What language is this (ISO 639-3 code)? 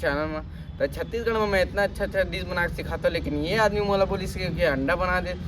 hne